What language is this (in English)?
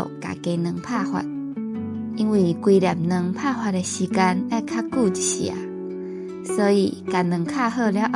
Min Nan Chinese